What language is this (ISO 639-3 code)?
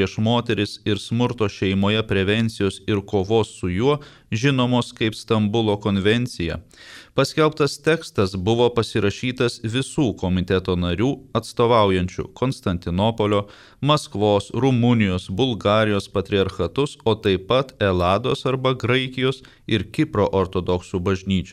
lit